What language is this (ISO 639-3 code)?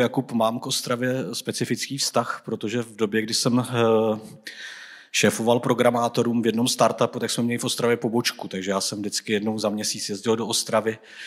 ces